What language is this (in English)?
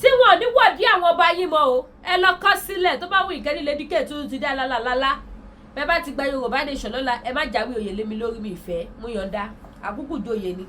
Yoruba